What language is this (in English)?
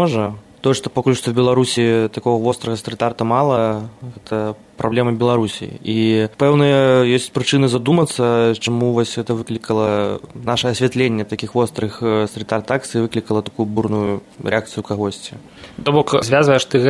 Belarusian